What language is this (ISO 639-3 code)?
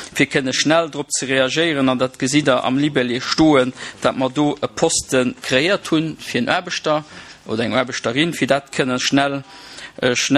ltz